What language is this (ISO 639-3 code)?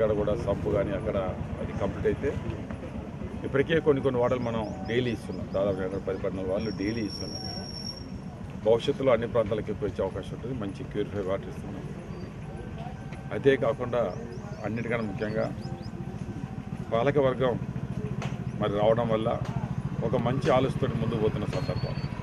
tel